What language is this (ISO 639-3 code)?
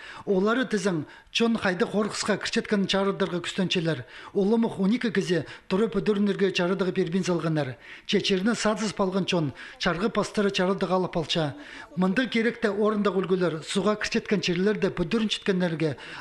kjh